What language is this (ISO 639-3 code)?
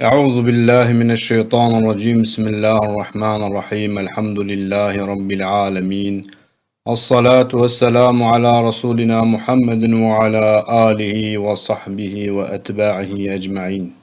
kur